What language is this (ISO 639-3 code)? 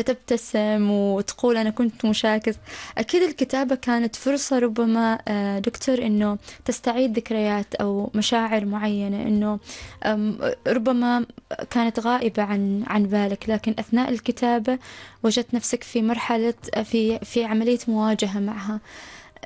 ara